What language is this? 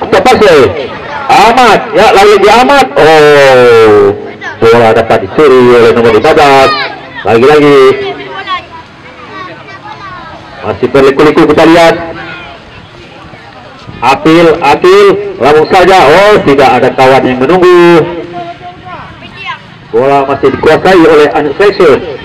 Indonesian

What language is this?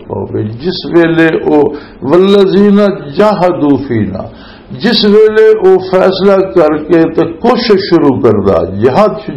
Western Panjabi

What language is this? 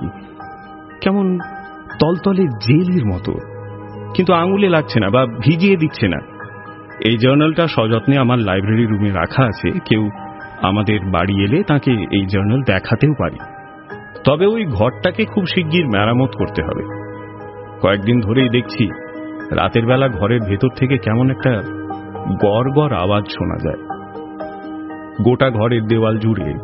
Bangla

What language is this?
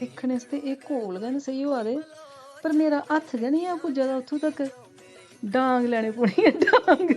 Dogri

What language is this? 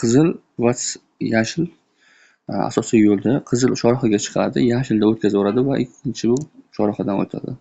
Uzbek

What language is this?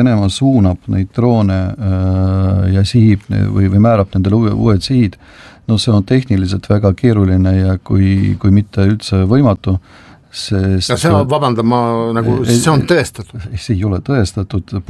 Estonian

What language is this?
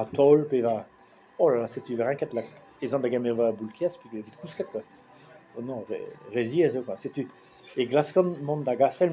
Breton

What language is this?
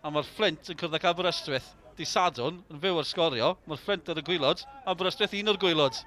Welsh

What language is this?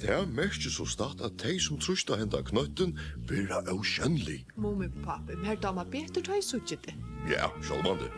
Faroese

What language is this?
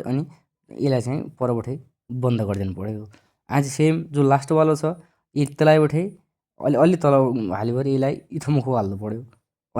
Nepali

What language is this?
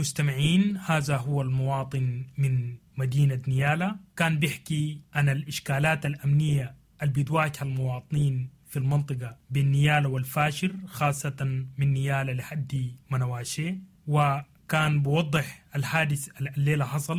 Sudanese Arabic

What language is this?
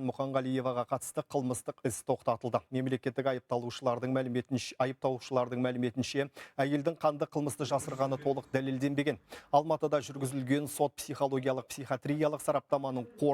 Kazakh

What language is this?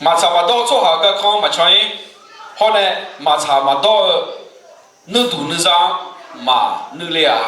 Akha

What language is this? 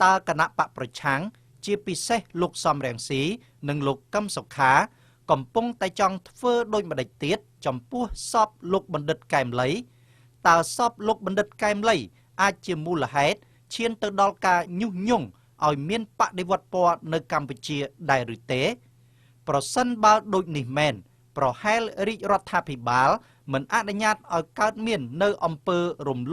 Khmer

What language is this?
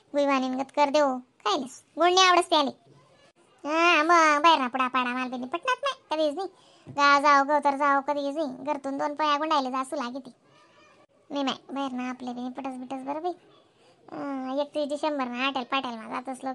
Khandesi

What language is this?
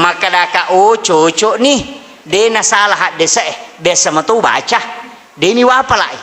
Buginese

